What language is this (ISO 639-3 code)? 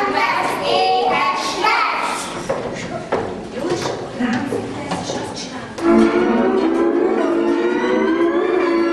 hun